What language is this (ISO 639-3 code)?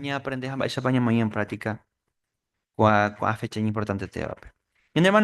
grn